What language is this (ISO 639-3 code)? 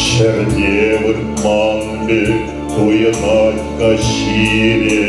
chv